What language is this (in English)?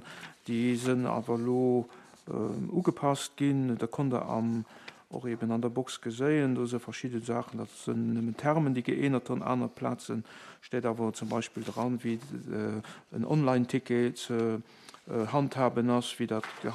Luxembourgish